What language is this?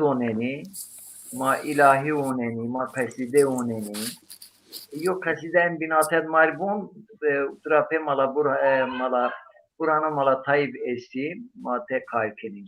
Zaza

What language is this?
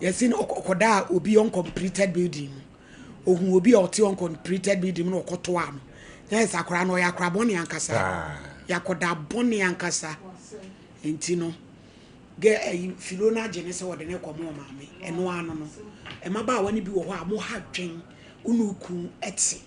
Akan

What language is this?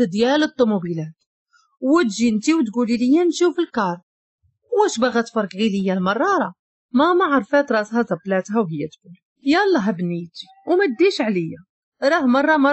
Moroccan Arabic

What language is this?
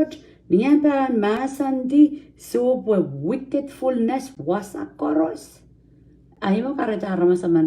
Pohnpeian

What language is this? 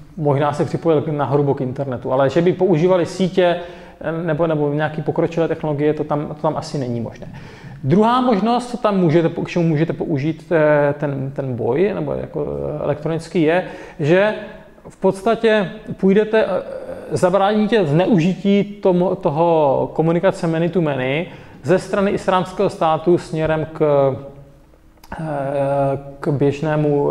Czech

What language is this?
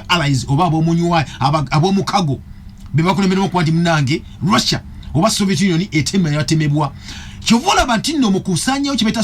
Ganda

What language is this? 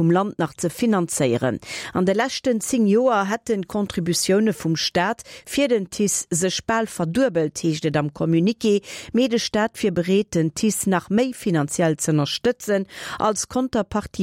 Luxembourgish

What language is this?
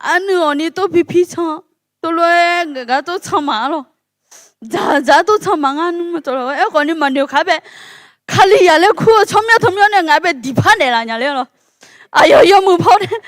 Akha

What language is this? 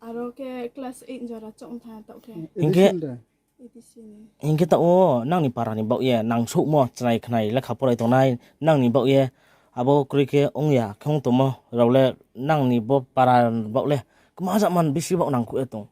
Riang (India)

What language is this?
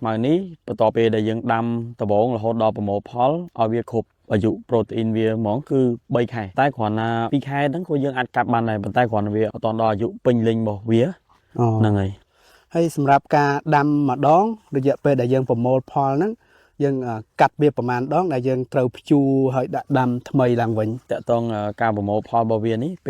Khmer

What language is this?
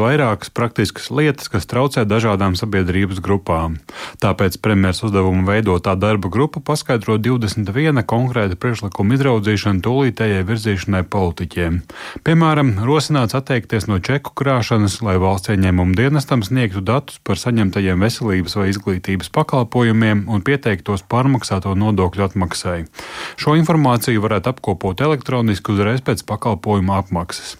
Latvian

